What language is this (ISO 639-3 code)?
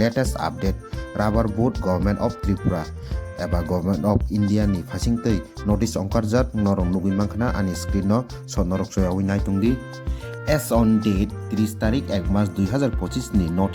trp